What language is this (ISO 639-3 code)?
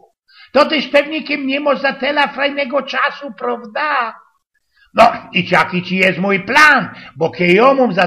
szl